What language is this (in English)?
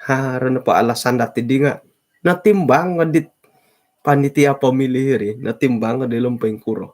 Central Dusun